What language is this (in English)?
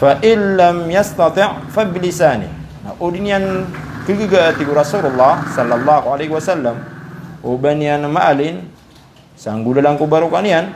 Maranao